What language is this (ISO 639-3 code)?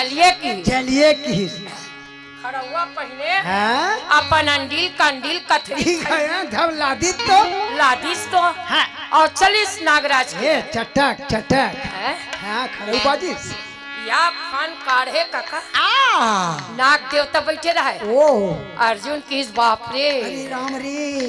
hne